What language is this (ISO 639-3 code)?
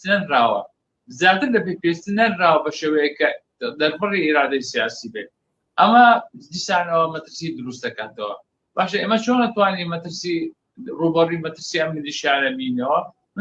ckb